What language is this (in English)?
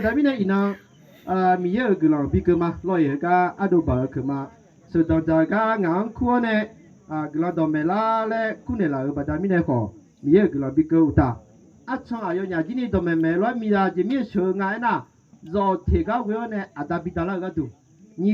Akha